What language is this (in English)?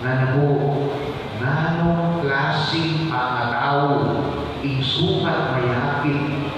Pampanga